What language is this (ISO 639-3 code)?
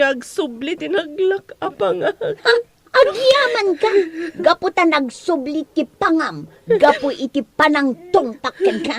ilo